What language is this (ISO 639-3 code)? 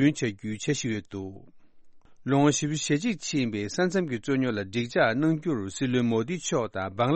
bod